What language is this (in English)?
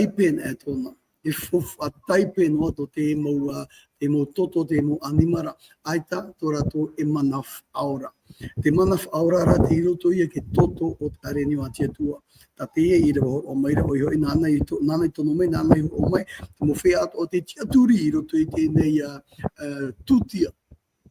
Tahitian